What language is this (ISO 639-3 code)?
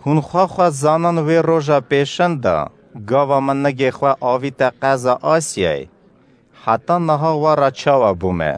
kur